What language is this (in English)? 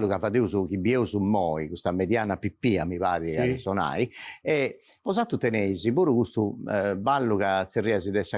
Sardinian